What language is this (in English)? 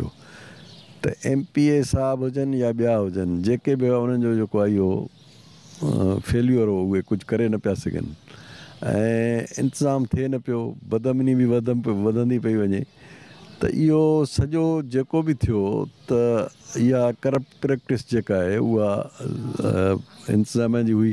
Sindhi